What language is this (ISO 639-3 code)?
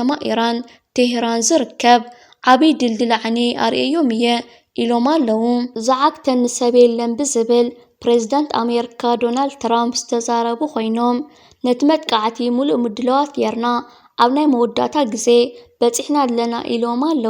tir